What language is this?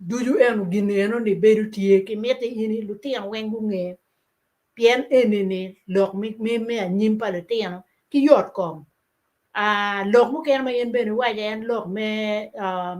Acoli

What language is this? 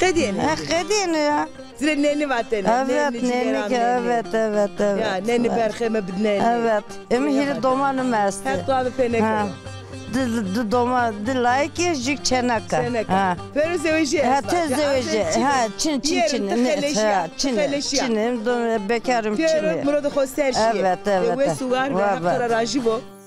Zaza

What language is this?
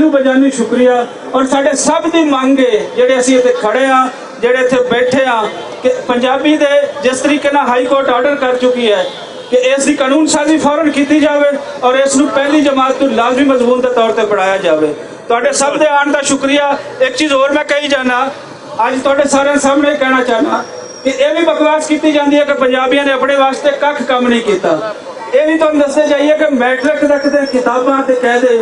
Western Panjabi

